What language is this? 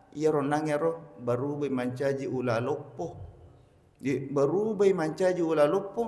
Buginese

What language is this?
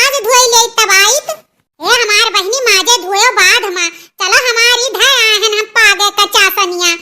Awadhi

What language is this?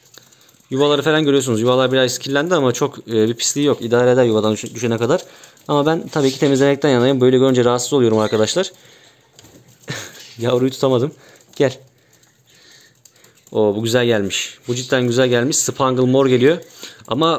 Turkish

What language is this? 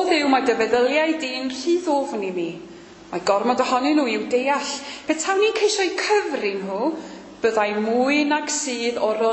Welsh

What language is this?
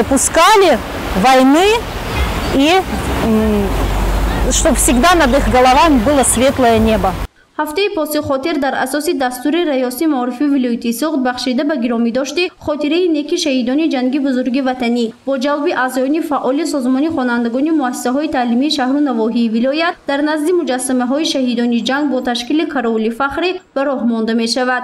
Tajik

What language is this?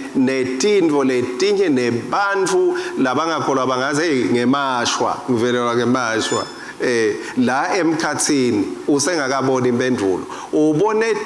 Swati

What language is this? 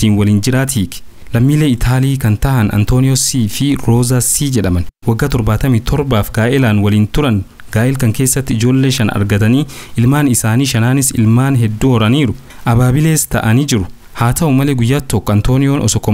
Oromo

